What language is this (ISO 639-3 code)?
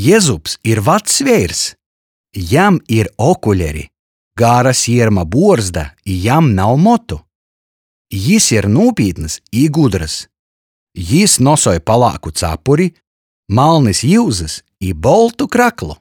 ltg